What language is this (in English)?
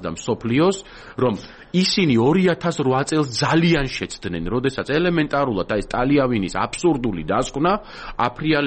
Georgian